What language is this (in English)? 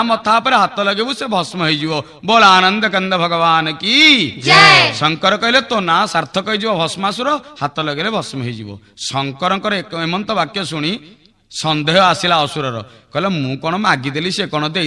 Odia